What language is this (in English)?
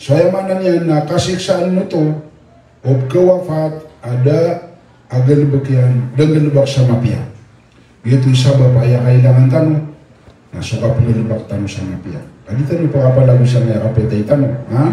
Maranao